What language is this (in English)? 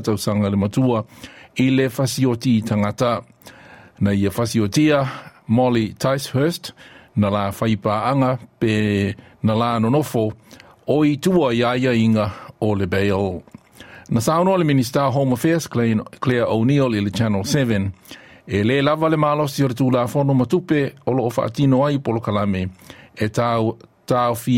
Samoan